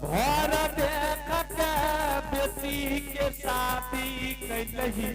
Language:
Angika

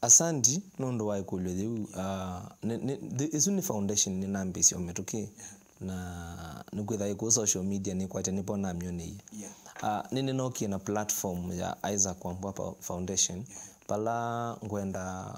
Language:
Kamba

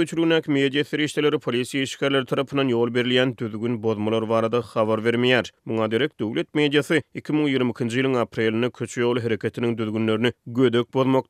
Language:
Turkmen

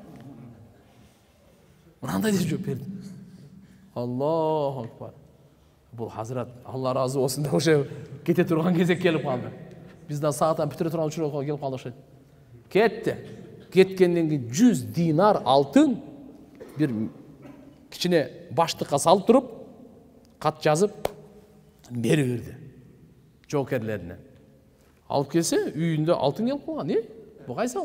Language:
Kyrgyz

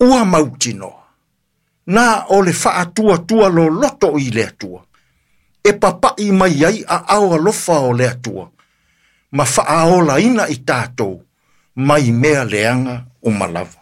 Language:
Samoan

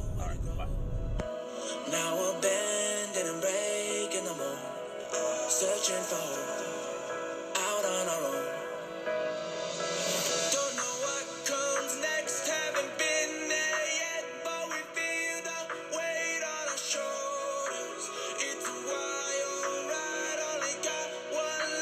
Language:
English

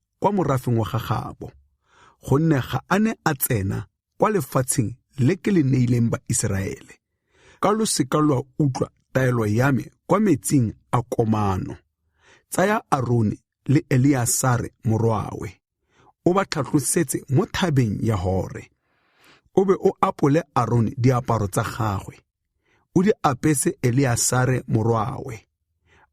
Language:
Tswana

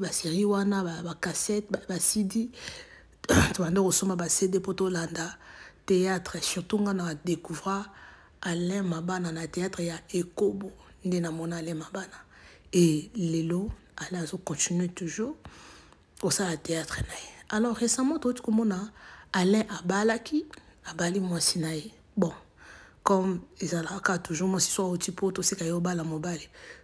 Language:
Lingala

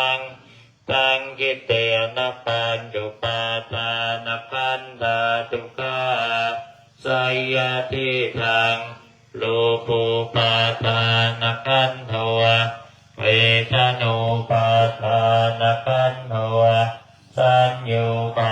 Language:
Pali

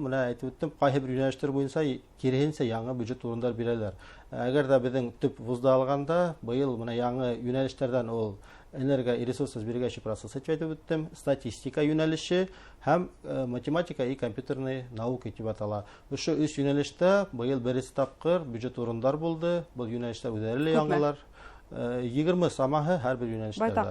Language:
Bashkir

